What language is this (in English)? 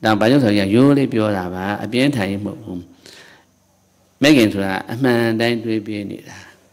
Burmese